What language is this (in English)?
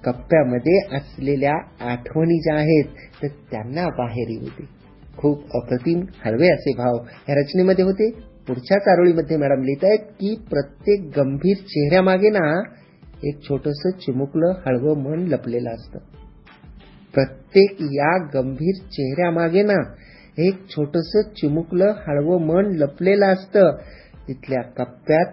Marathi